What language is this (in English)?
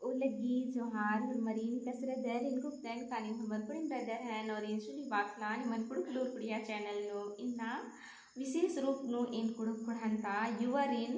Kurukh